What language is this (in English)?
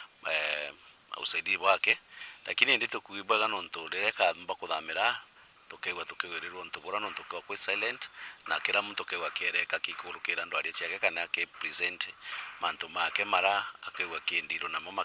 Meru